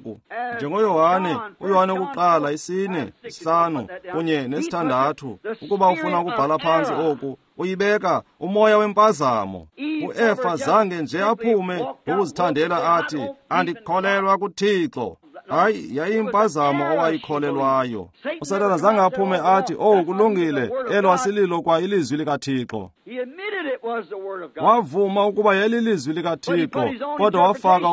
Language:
Xhosa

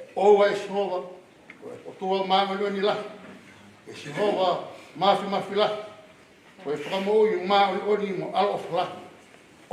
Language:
Tongan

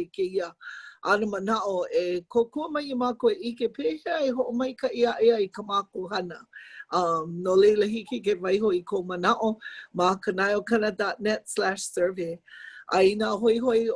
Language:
Hawaiian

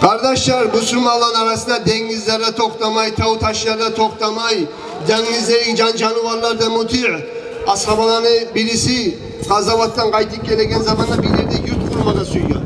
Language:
Kumyk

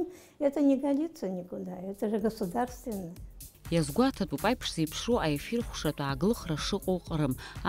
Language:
Abkhazian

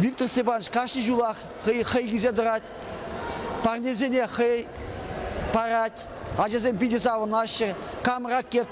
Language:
Chuvash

